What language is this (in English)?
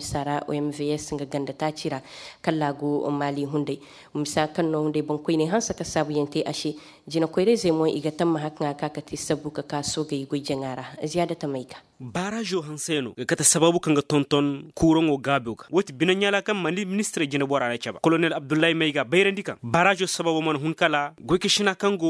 Zarma